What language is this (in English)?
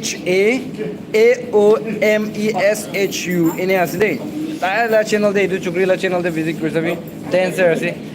Naga Pidgin